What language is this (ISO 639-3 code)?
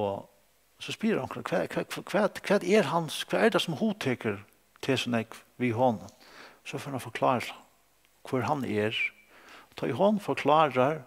fao